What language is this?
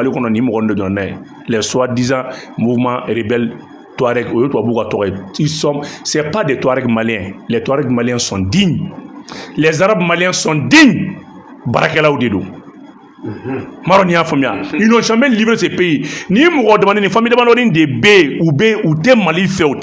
Bambara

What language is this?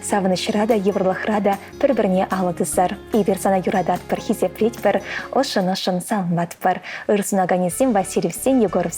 Chuvash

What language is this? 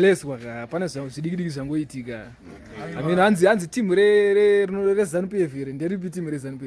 Shona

